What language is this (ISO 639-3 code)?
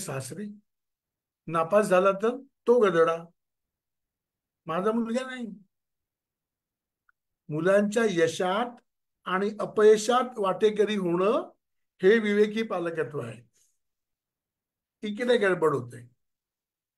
mar